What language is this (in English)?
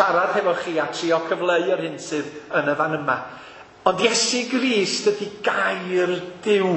Welsh